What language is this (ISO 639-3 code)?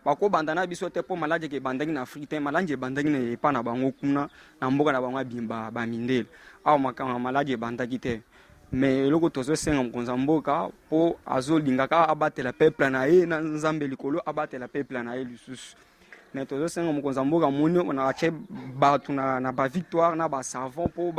lin